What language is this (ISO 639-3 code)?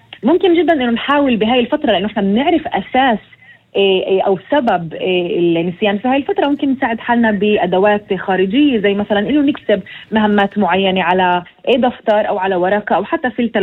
apc